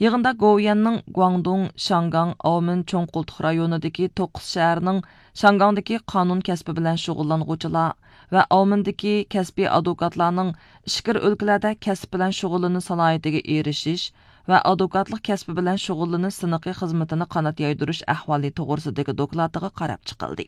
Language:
Uyghur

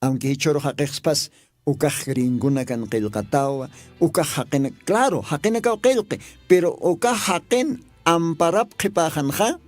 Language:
Aymara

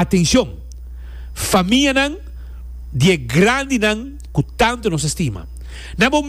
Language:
Papiamento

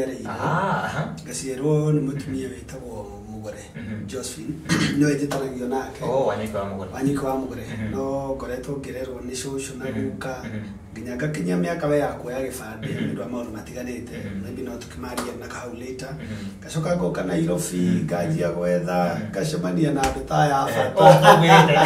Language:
Kikuyu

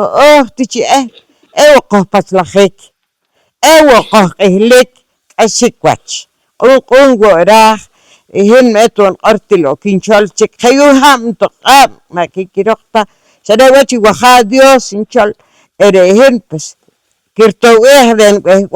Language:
Poqomchi'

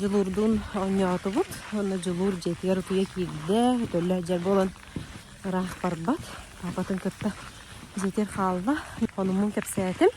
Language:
Yakut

